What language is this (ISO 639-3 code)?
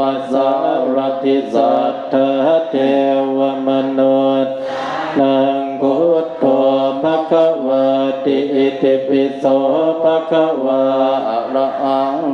pli